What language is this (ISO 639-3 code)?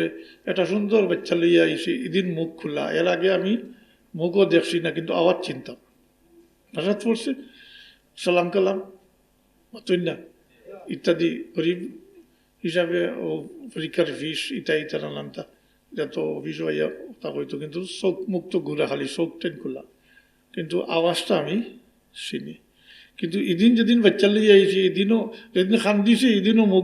syl